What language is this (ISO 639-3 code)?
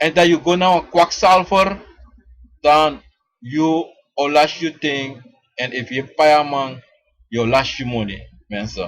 srn